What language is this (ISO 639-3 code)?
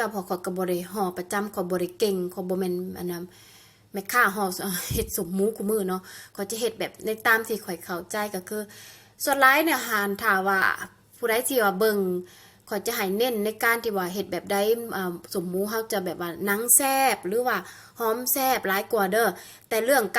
lao